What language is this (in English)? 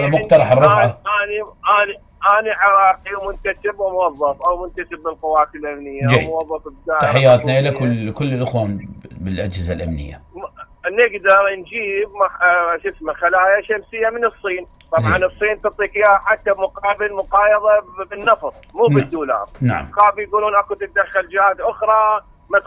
Mesopotamian Arabic